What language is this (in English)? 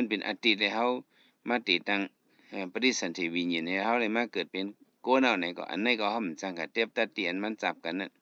Shan